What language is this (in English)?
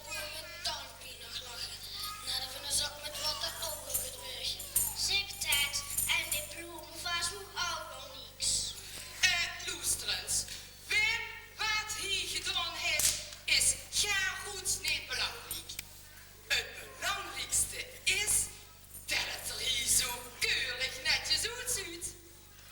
Limburgish